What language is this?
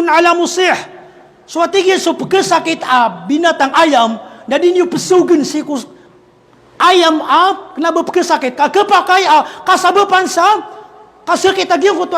Maranao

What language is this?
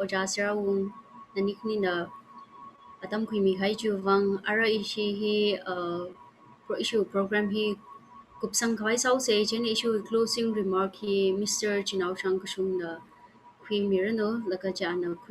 Tangkhul Naga (India)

